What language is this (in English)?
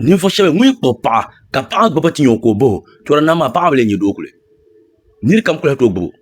Dagbani